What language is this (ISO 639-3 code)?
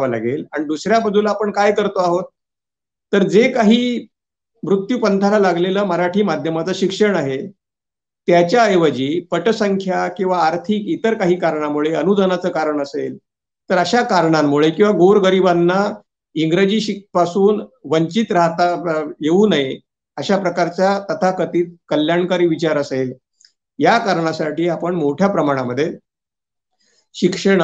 mar